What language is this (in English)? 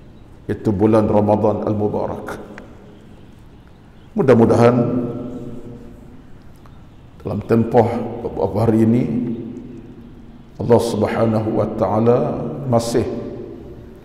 Malay